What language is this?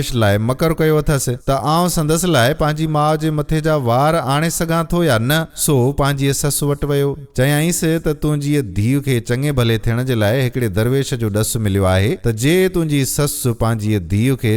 Sindhi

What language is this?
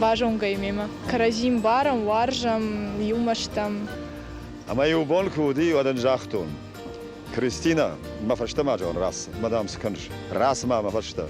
Ossetic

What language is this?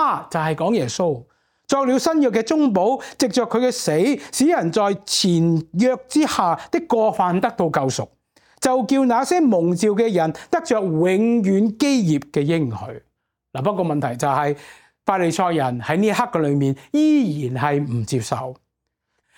Cantonese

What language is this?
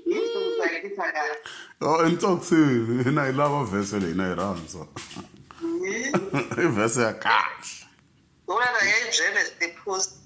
Tsonga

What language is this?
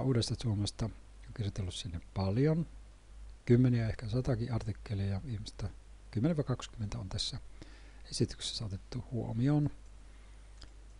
Finnish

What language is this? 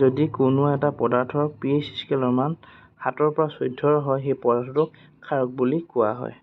Assamese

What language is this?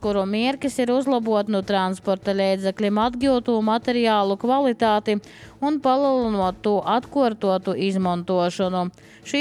Latvian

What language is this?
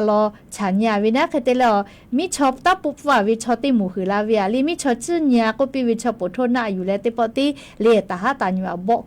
Lahu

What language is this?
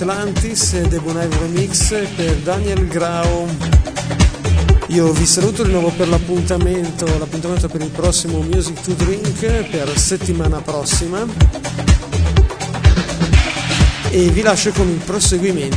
Italian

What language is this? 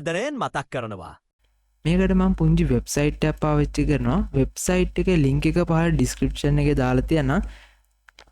Sinhala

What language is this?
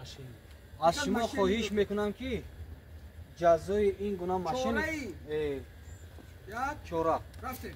Tajik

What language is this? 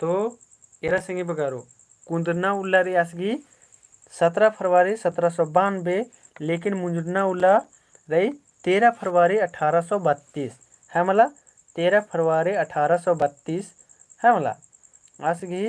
Kurukh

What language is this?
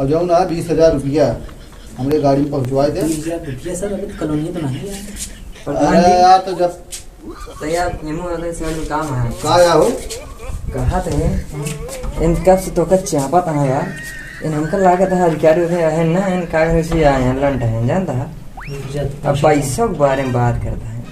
Awadhi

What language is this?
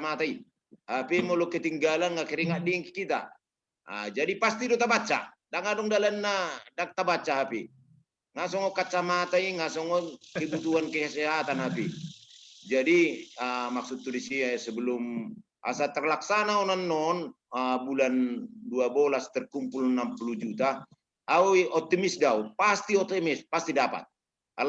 Batak Toba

